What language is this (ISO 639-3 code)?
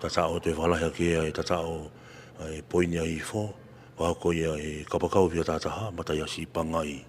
ton